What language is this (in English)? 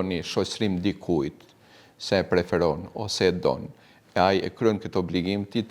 Albanian